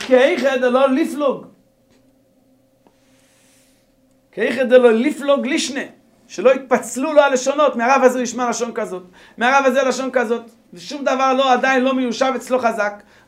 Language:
Hebrew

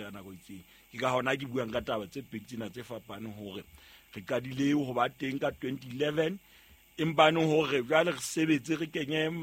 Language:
Southern Sotho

